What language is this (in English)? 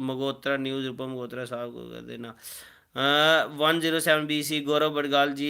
Dogri